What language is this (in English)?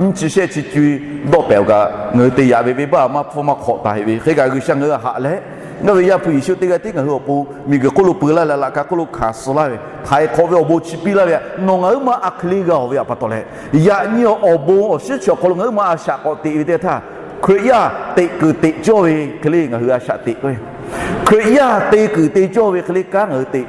Lahu